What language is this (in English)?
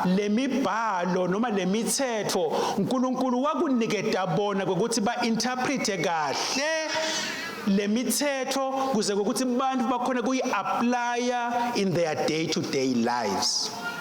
Swati